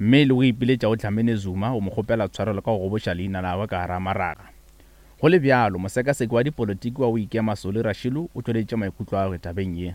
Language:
Northern Sotho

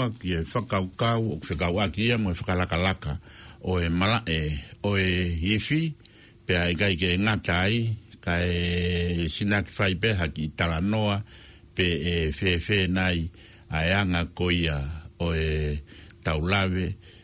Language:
Tongan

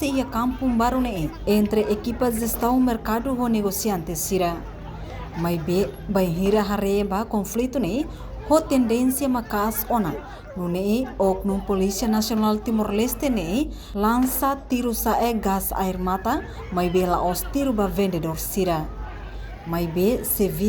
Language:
Tetum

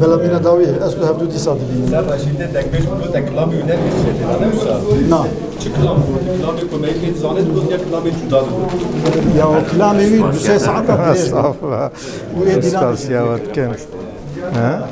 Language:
Kurdish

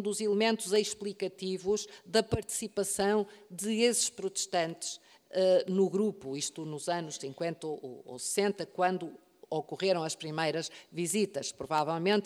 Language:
Portuguese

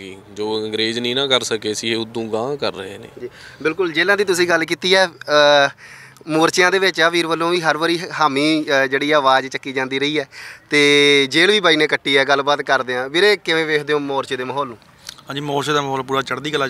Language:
Punjabi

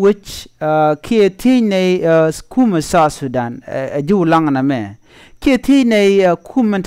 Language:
Nuer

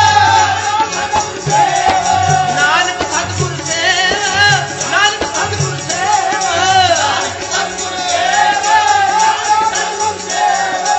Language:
Punjabi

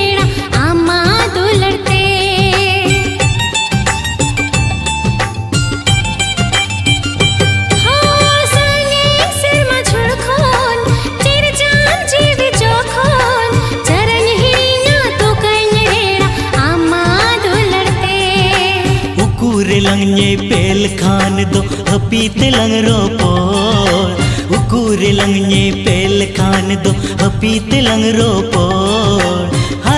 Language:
Santali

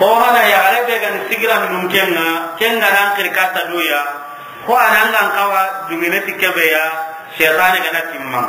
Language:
Soninke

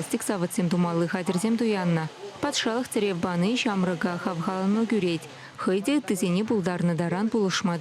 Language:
Chuvash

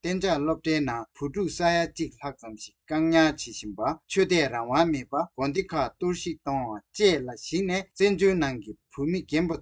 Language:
Tibetan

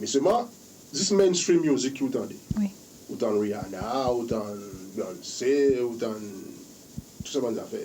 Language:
Seselwa Creole French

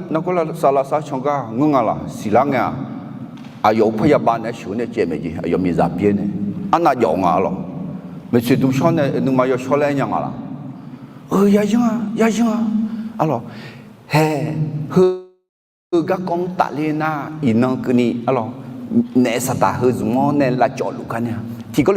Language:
Akha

